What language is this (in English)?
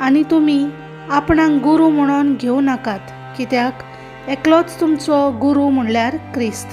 Konkani